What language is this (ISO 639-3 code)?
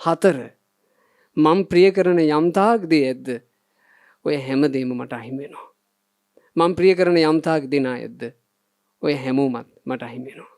sin